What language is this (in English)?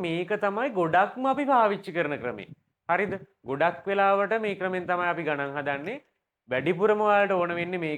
Sinhala